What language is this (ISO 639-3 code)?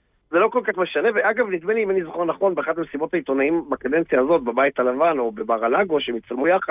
heb